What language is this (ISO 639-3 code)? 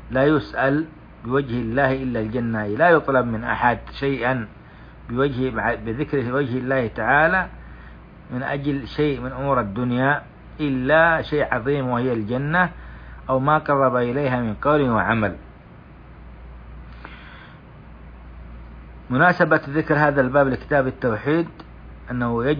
ara